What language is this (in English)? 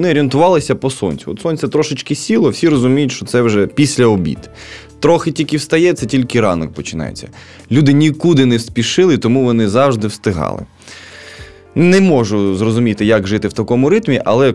Ukrainian